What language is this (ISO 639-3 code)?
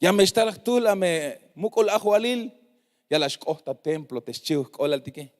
tzh